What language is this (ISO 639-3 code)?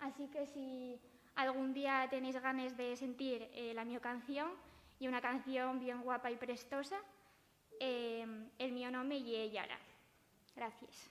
ast